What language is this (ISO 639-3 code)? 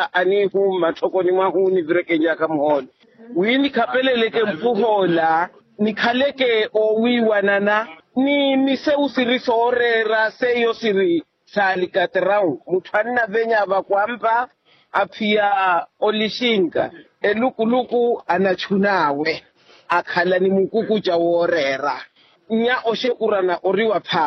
vmw